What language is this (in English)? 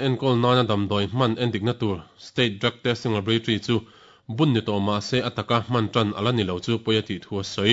Mizo